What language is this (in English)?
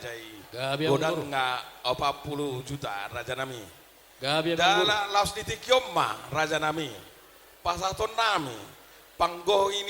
Batak Toba